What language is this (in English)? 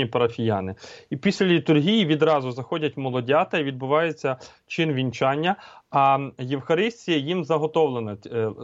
Ukrainian